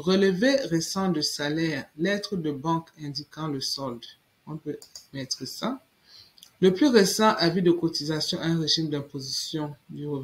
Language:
French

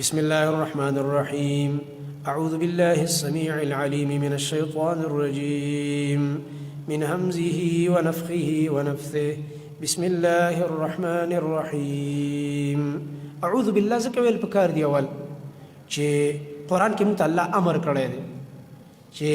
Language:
Pashto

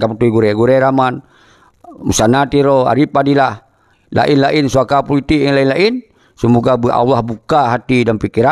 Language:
Achinese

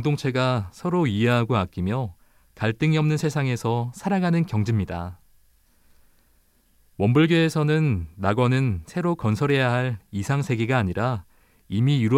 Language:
Korean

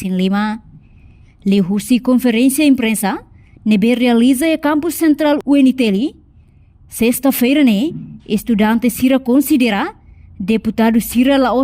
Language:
Tetum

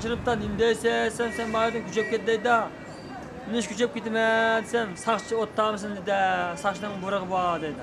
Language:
Uyghur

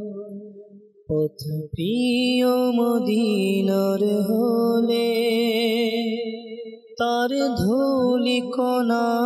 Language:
Bangla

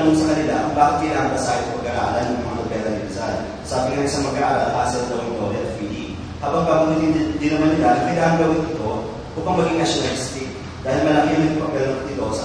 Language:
Filipino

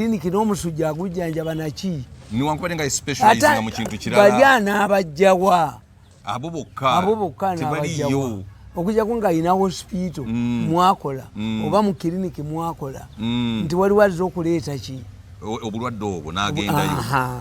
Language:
Ganda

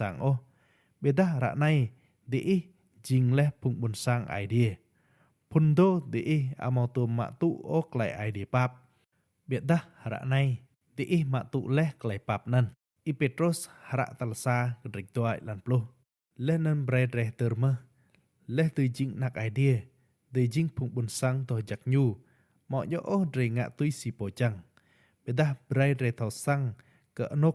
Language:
Rade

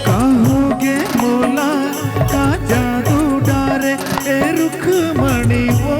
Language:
Chhattisgarhi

